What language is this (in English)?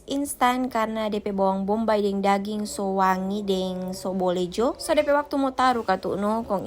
Manado Malay